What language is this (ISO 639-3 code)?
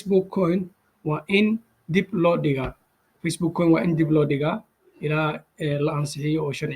som